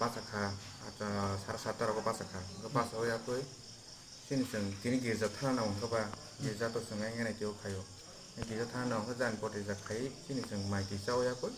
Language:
Kok Borok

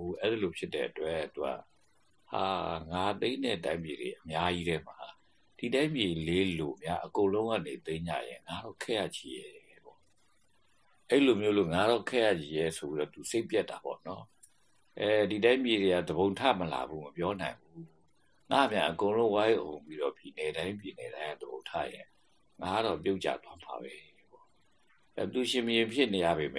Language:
Burmese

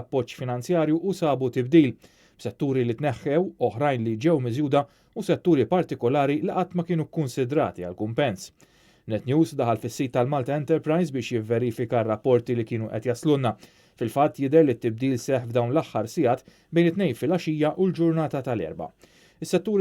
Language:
Maltese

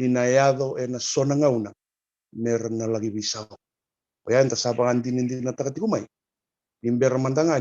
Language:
Fijian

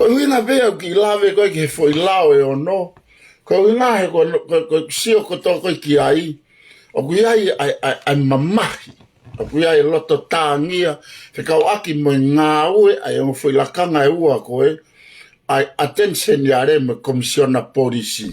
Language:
Tongan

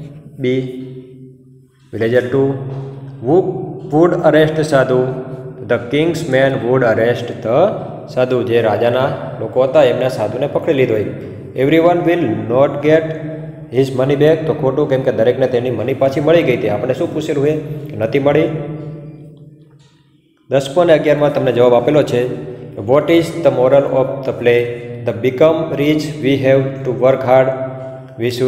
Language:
Gujarati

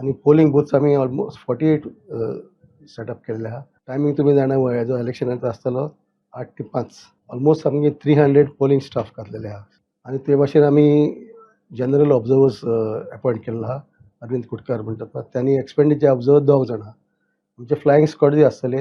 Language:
Konkani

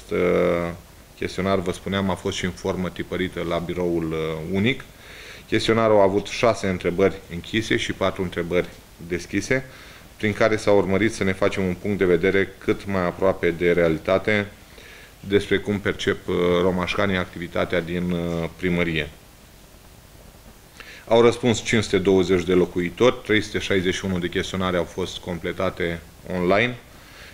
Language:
Romanian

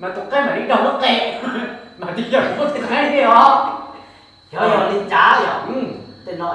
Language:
Hmong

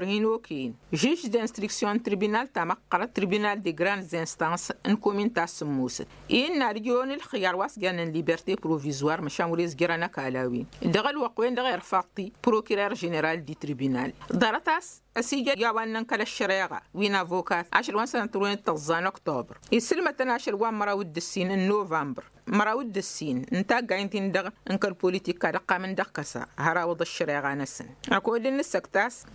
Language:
Tamasheq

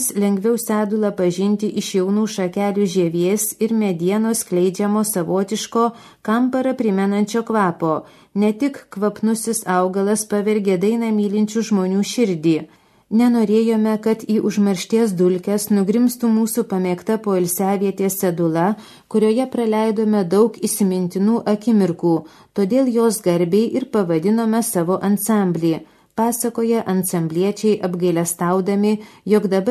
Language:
Lithuanian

